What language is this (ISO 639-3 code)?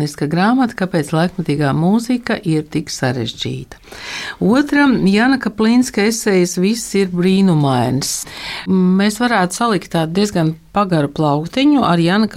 lav